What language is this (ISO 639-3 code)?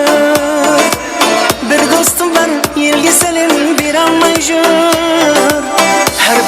kaa